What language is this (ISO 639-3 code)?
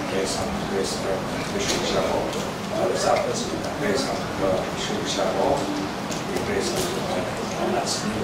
kac